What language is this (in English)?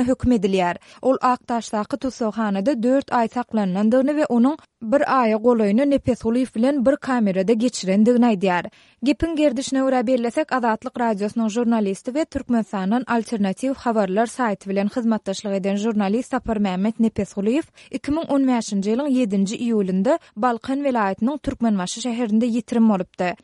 Kyrgyz